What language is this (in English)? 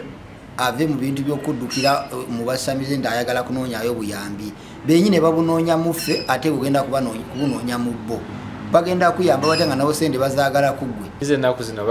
Ganda